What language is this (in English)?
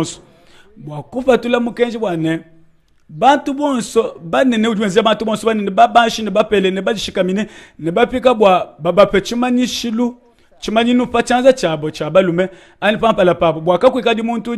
Luba-Lulua